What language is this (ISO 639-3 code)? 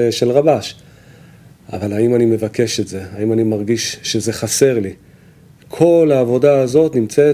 heb